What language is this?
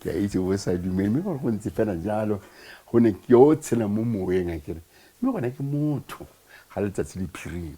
Tswana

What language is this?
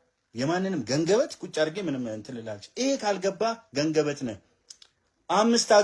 Amharic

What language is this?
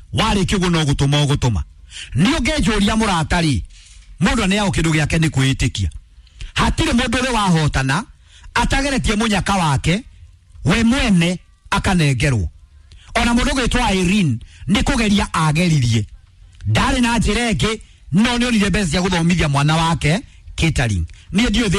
Kikuyu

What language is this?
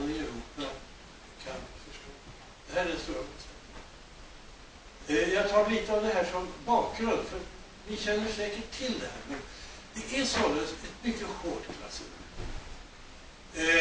Swedish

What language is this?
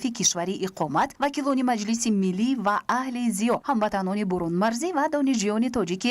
Tajik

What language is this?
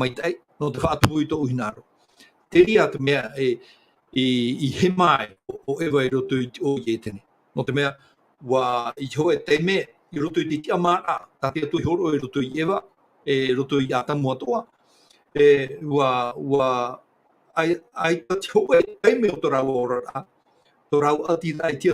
Tahitian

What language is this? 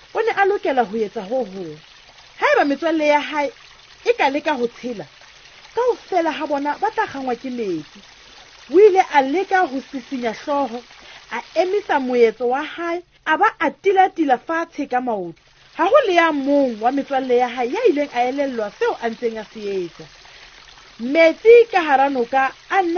Southern Sotho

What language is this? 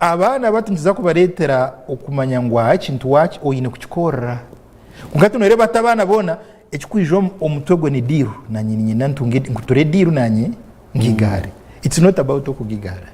Nyankole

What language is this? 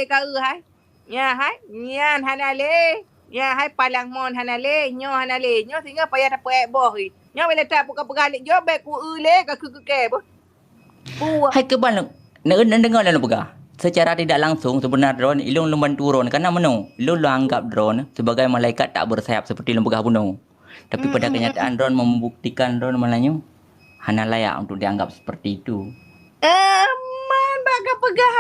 Achinese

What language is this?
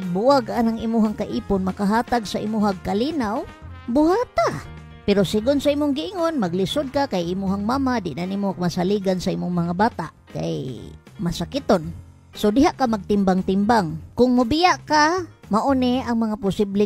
Cebuano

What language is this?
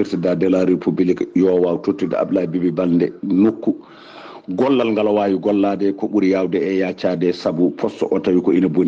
Fula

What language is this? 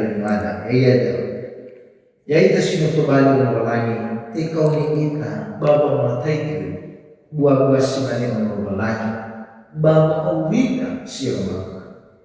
Nias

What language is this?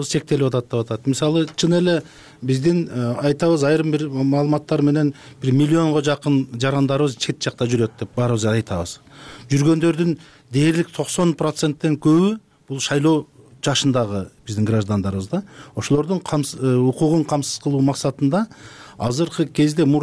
Kyrgyz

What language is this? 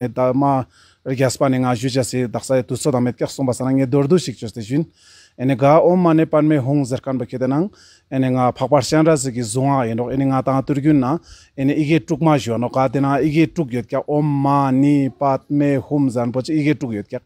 Ladakhi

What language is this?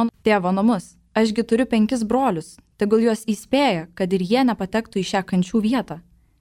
Lithuanian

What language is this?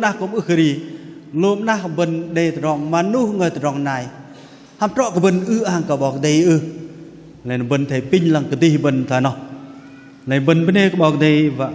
Bahnar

